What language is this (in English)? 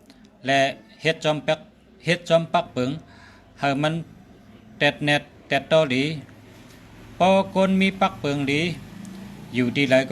Shan